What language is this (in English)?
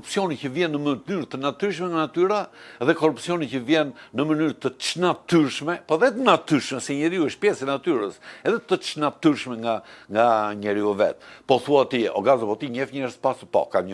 Albanian